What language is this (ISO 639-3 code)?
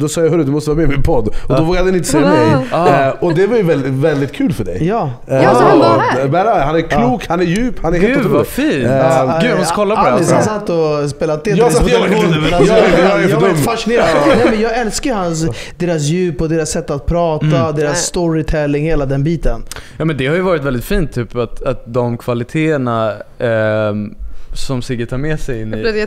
swe